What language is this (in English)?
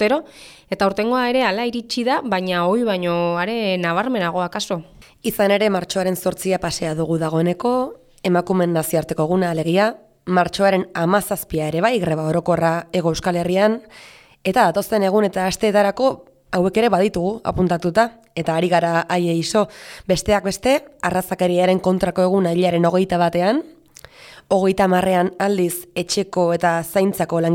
Basque